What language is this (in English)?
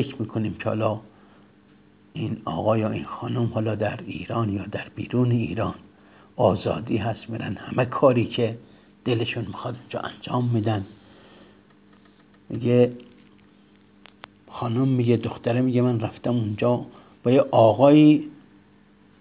Persian